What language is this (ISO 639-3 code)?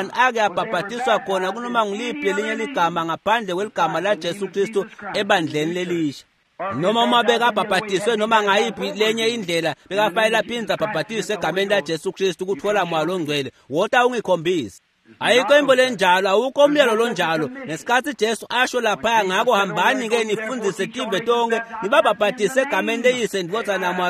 ssw